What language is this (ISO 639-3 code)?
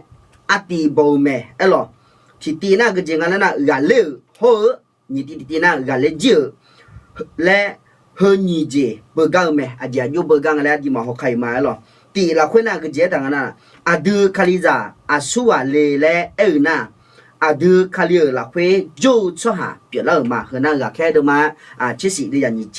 ahk